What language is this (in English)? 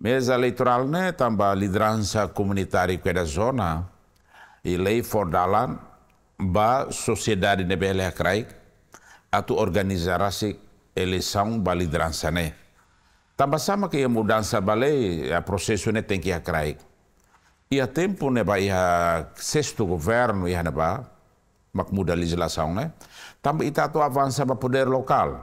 Tetum